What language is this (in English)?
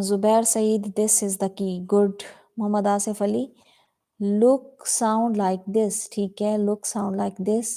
Saraiki